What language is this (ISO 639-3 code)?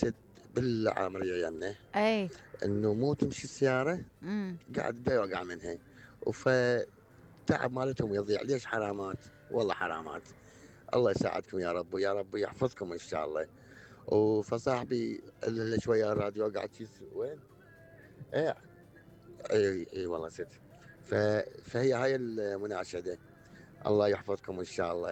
acm